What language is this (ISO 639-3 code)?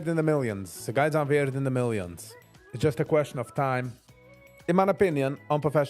yid